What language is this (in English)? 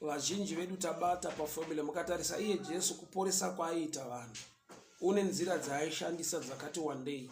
Shona